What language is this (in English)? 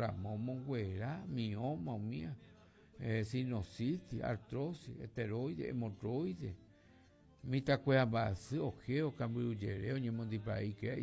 Guarani